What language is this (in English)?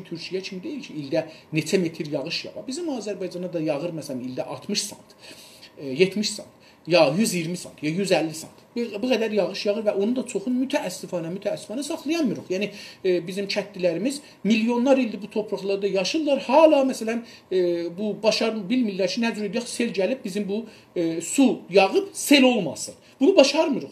South Azerbaijani